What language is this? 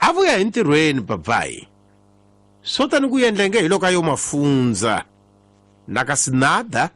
Tsonga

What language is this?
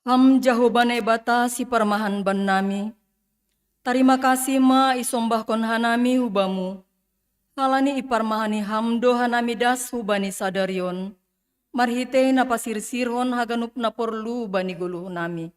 Batak Simalungun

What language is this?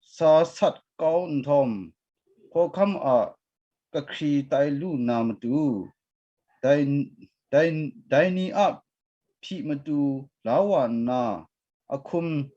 Kachin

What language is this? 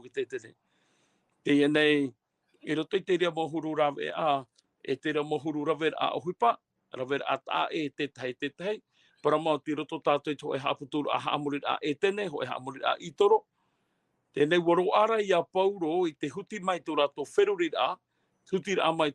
Tahitian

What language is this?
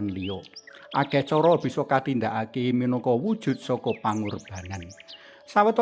Javanese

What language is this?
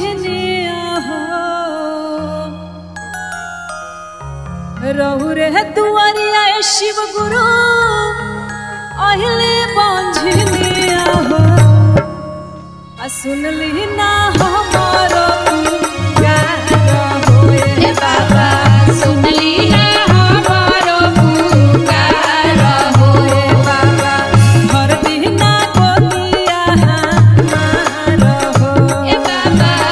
Bhojpuri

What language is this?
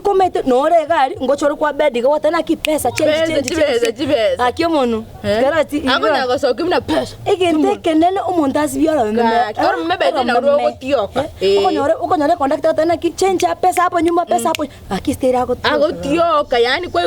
Gusii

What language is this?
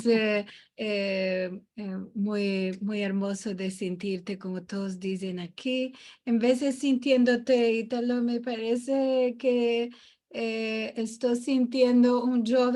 Ladino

